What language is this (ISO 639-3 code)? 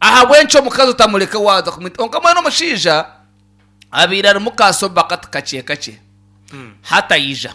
nyn